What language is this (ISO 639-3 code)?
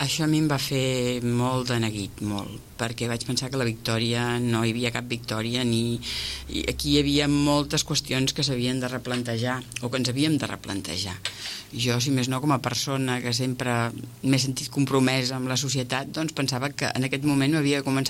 cat